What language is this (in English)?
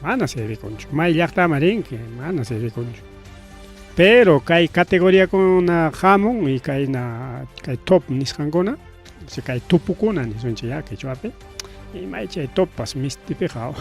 Ayacucho Quechua